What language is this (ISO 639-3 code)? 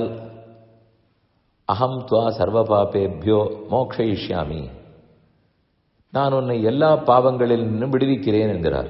tam